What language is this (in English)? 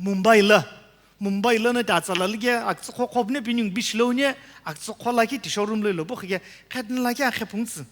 Sumi Naga